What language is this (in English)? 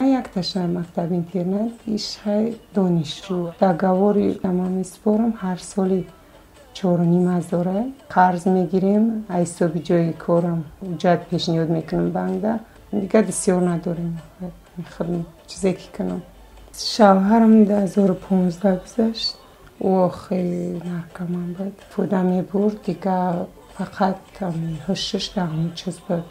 Tajik